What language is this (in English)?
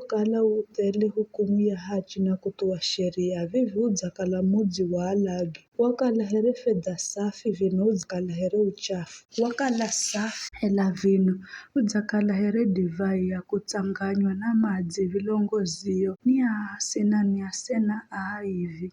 Giryama